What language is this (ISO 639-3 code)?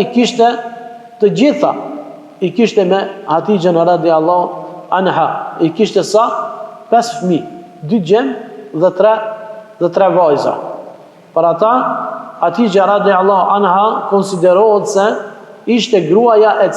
sqi